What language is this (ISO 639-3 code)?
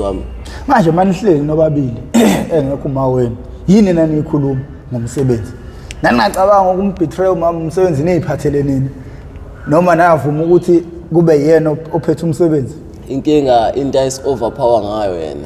zul